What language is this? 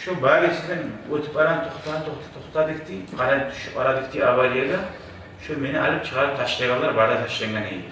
Kumyk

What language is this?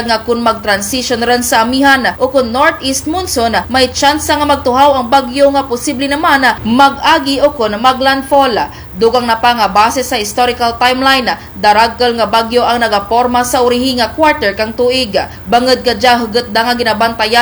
Kinaray-a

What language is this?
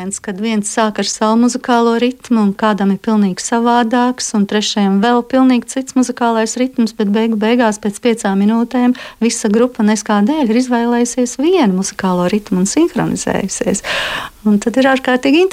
Latvian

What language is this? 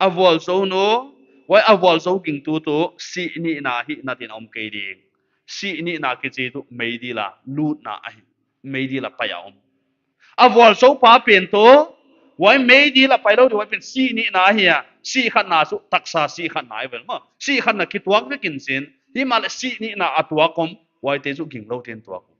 Paite Chin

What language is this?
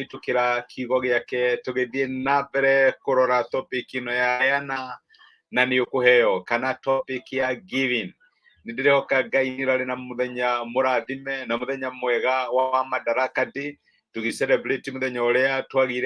Kikuyu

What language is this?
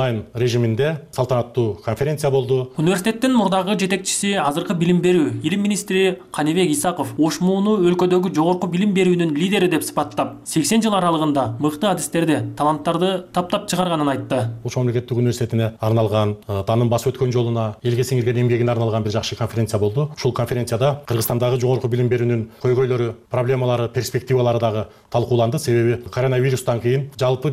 Kyrgyz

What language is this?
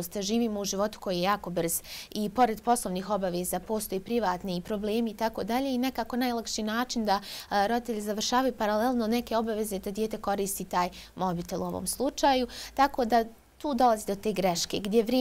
Bosnian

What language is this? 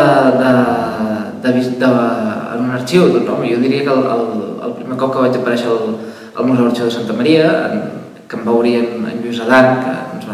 Catalan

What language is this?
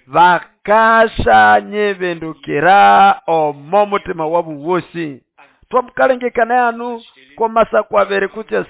Nande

